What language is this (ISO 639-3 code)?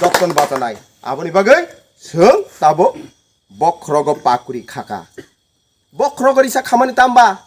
trp